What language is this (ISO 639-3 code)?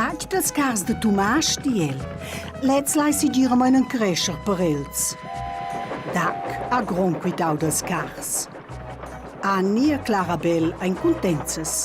roh